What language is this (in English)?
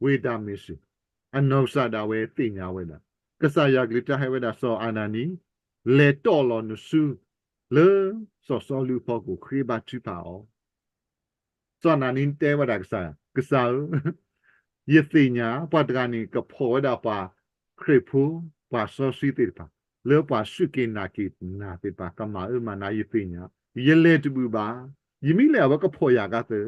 S'gaw Karen